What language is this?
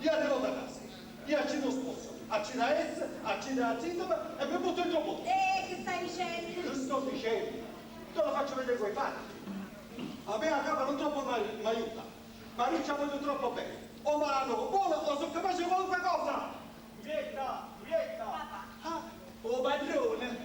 Neapolitan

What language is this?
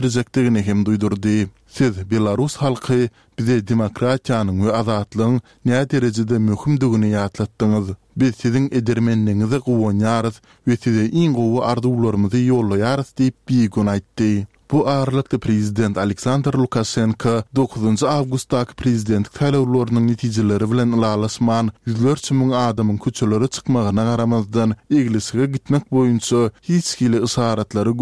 Turkmen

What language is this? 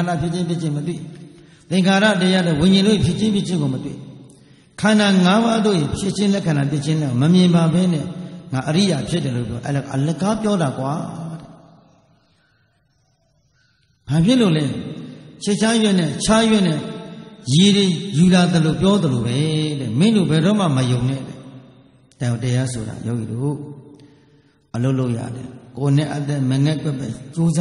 Burmese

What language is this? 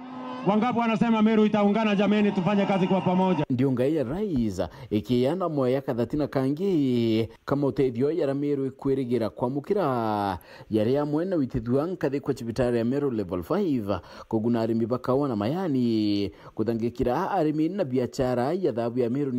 Meru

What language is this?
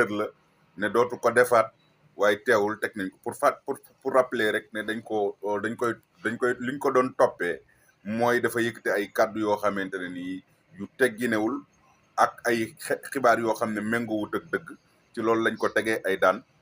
Wolof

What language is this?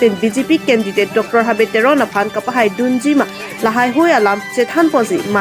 Karbi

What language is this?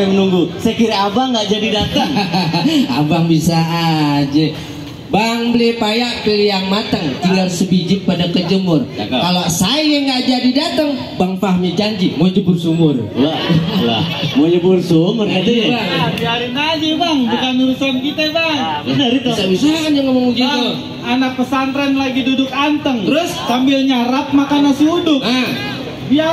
Betawi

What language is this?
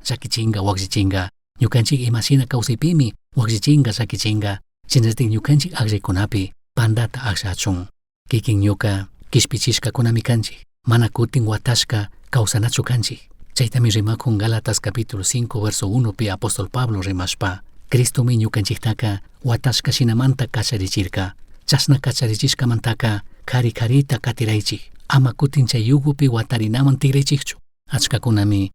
Chimborazo Highland Quichua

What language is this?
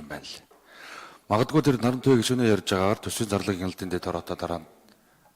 Mongolian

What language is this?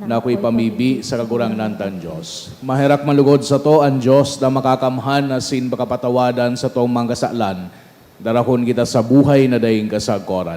Bikol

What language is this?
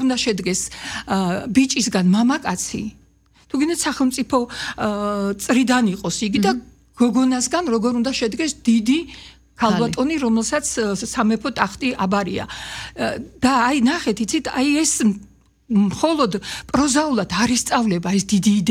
Georgian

